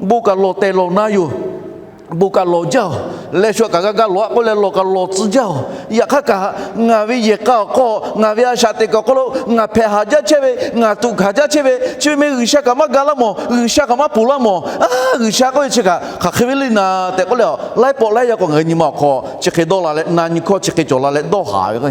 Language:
Lahu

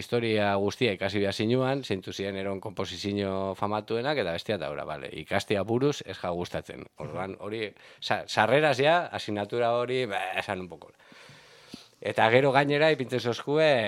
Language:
Basque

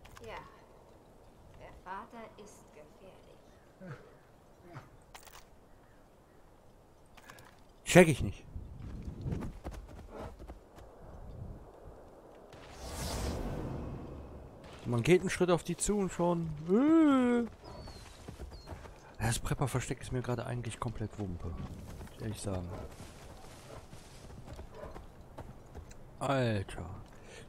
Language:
German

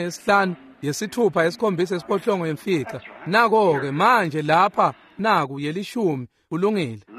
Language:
Swati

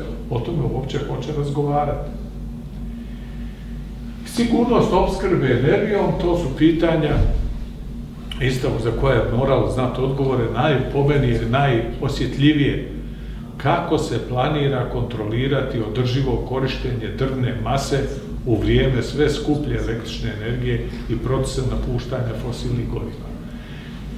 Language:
Croatian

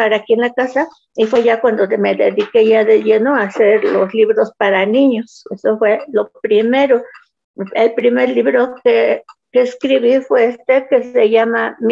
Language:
Spanish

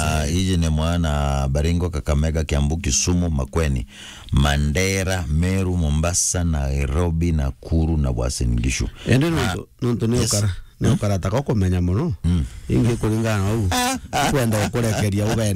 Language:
Meru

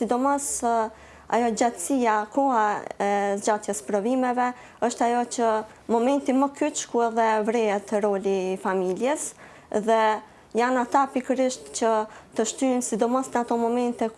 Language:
Albanian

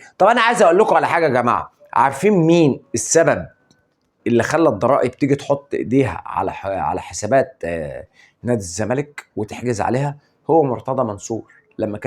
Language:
Egyptian Arabic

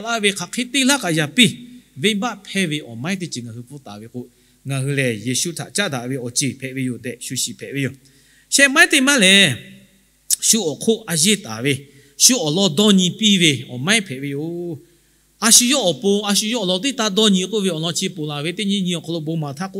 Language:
Lahu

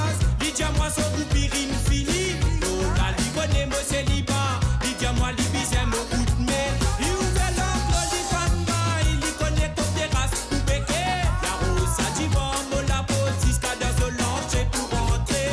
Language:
Morisyen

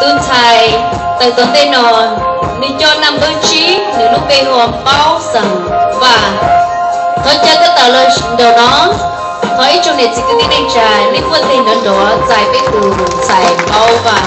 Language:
Hmong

